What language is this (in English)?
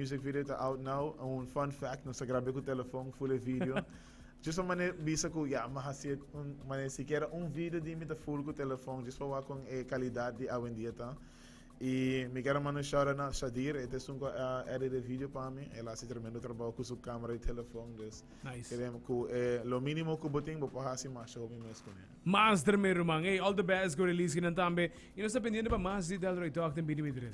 Papiamento